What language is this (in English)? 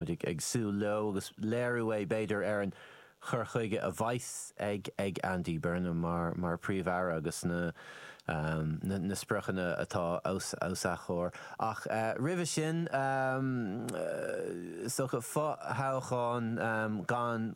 Irish